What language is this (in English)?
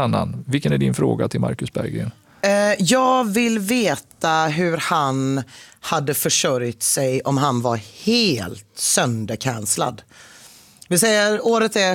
Swedish